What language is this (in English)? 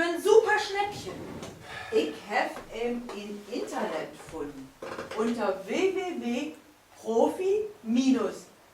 Low German